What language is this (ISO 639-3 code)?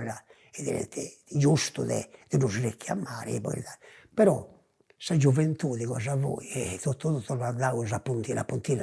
srd